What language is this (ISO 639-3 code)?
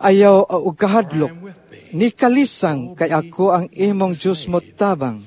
ceb